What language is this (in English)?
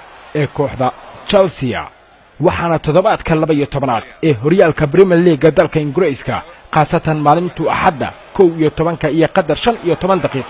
Somali